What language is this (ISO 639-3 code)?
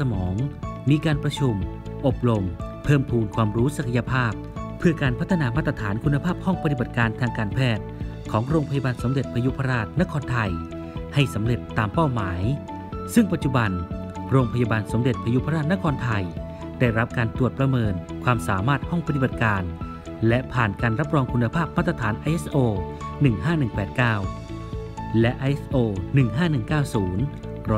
tha